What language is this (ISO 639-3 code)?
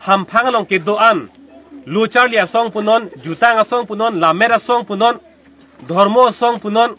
mjw